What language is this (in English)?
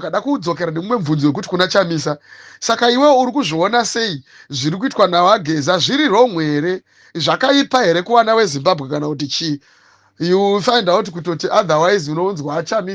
Shona